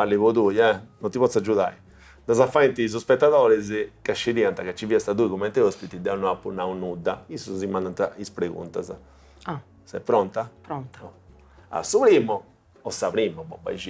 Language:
Sardinian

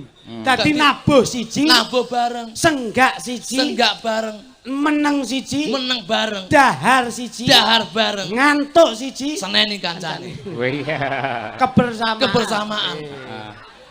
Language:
Javanese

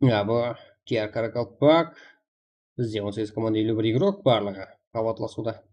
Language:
Kara-Kalpak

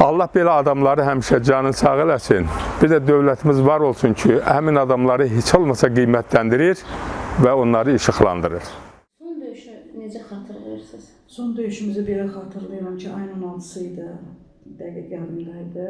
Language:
Azerbaijani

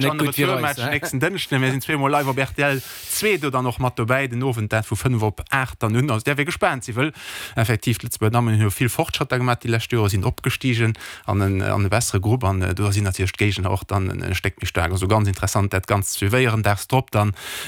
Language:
Luxembourgish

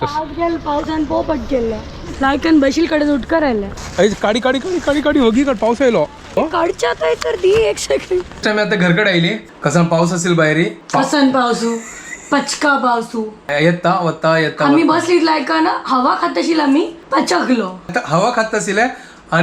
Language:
Konkani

